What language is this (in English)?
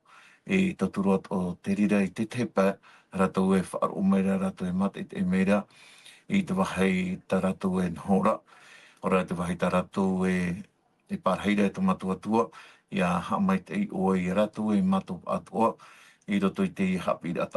Tahitian